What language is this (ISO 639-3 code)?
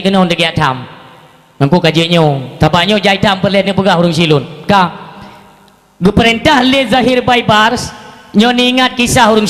ace